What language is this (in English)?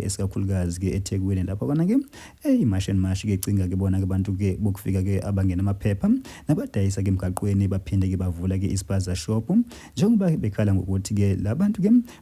Zulu